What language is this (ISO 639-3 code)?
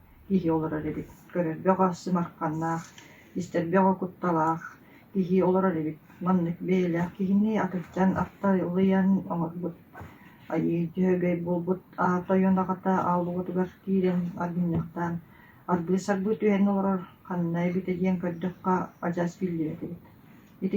sah